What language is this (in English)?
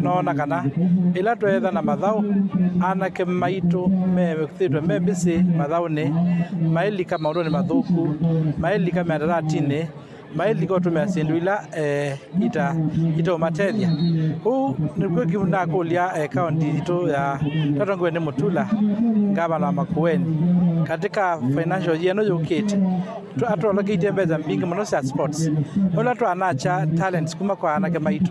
Kamba